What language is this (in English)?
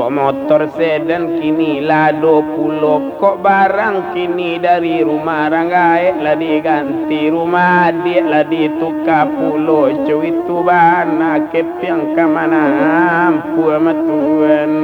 Minangkabau